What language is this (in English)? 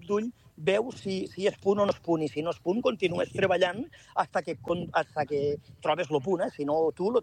Catalan